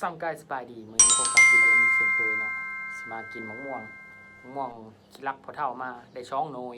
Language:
Lao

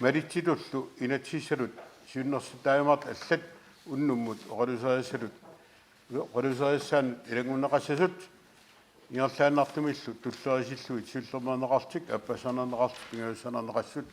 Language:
Kalaallisut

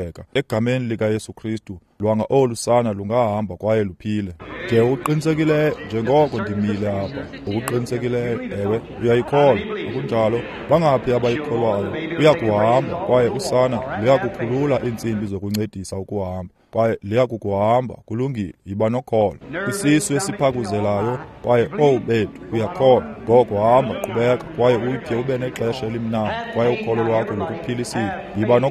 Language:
Xhosa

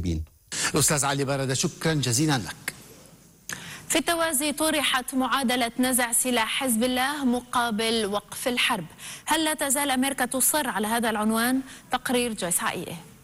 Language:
Arabic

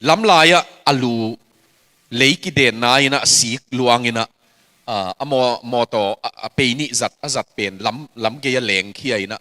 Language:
Tedim Chin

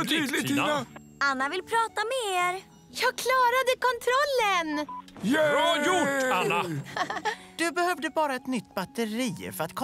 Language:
Swedish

